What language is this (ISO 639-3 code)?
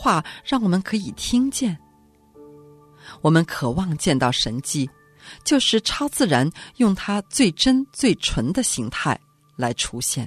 zho